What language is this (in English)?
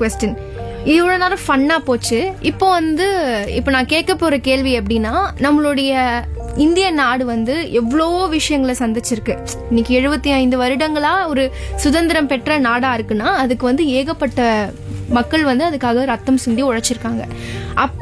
Tamil